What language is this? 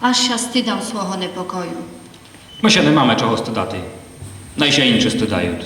Rusyn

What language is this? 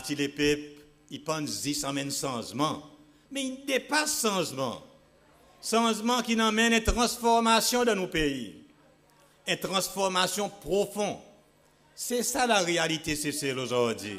Seselwa Creole French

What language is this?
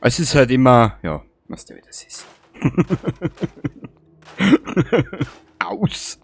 Bavarian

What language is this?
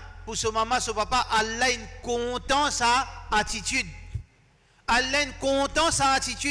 Morisyen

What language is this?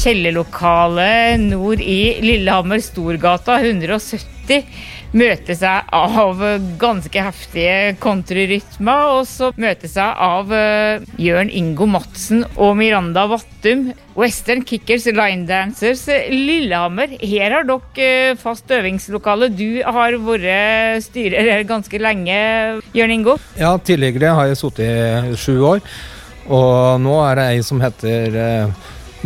Norwegian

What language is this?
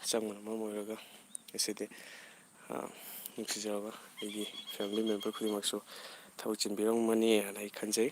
Manipuri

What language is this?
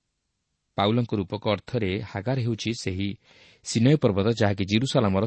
Odia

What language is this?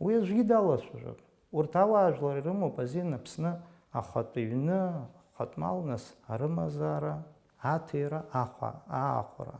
Abkhazian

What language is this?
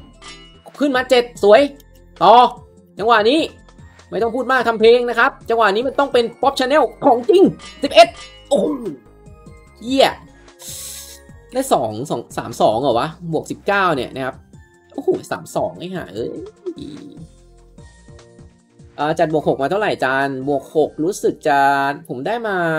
Thai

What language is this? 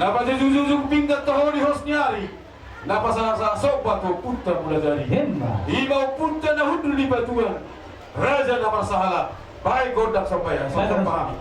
Batak Toba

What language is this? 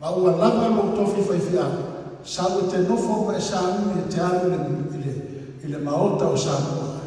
Samoan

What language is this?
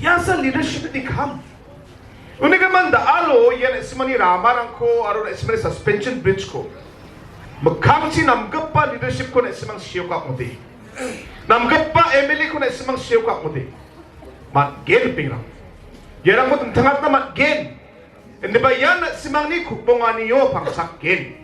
Garo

